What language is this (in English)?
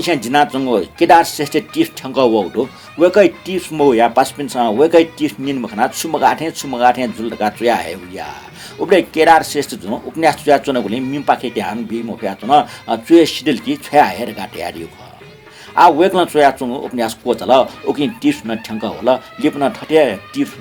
Newari